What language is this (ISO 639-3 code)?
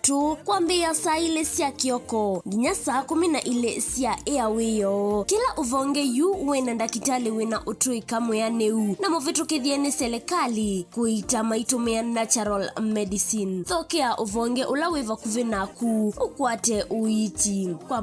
kam